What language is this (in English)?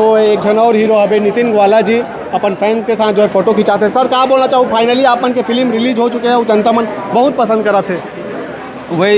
Chhattisgarhi